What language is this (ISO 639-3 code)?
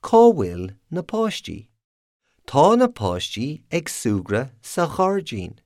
gle